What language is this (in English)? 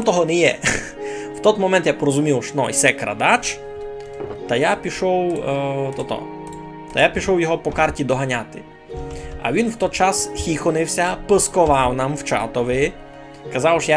Rusyn